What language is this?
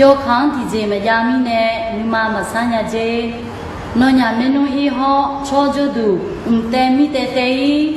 Akha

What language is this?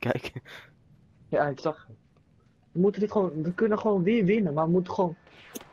Dutch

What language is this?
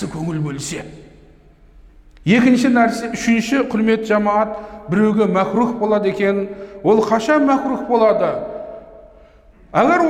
Kazakh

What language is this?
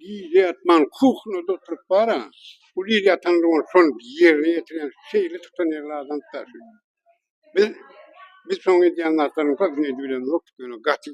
Turkmen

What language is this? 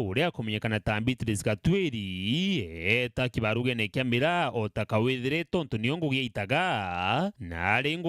Meru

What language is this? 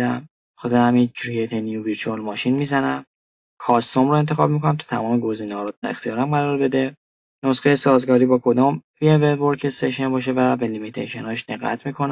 Persian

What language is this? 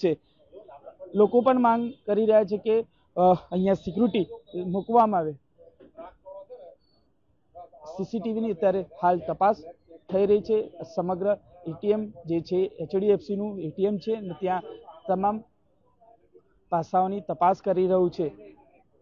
Gujarati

